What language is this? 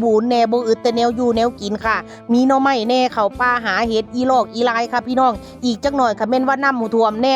Northeastern Thai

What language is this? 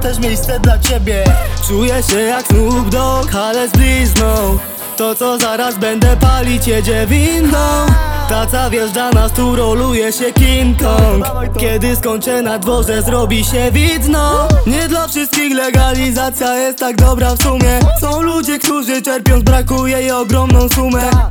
Polish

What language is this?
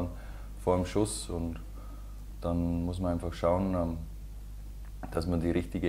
German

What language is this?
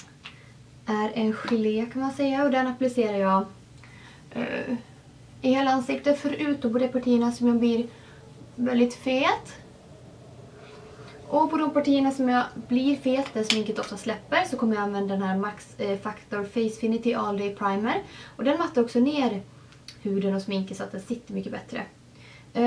Swedish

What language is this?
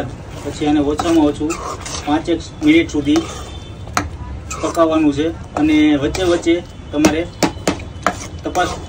Gujarati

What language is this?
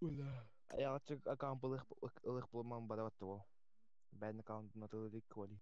Yakut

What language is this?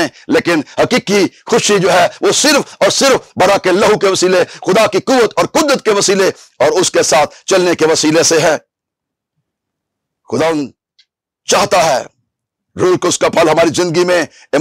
Urdu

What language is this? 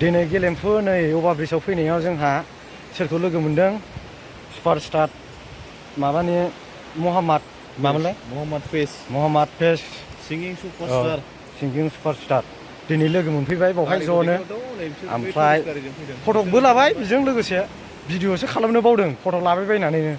Bodo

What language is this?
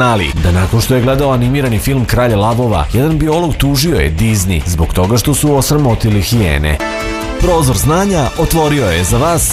Serbian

